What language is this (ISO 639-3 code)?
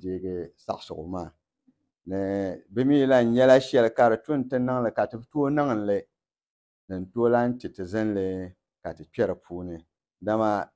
dag